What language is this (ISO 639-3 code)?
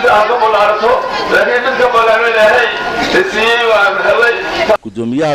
som